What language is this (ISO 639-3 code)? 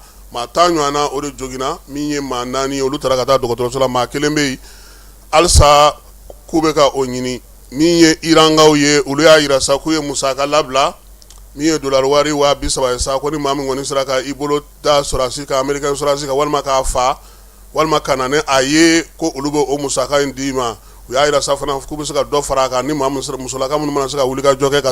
bam